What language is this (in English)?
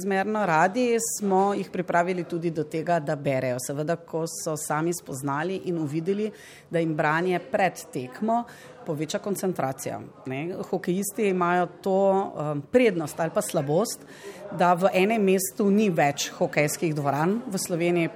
Slovenian